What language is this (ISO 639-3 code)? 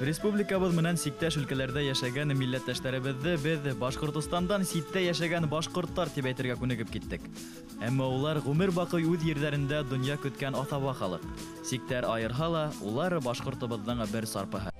bak